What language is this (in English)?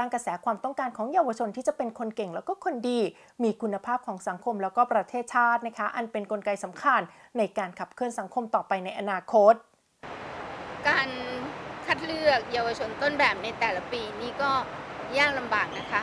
Thai